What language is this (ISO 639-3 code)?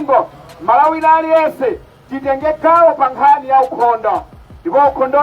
nya